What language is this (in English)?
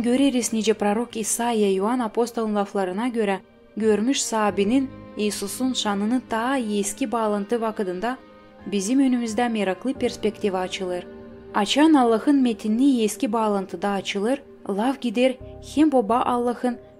Gagauz